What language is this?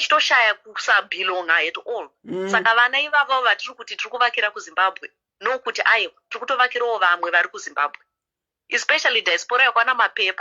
Shona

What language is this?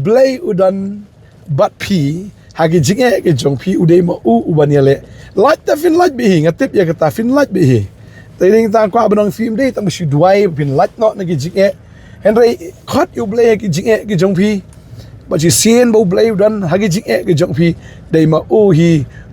Khasi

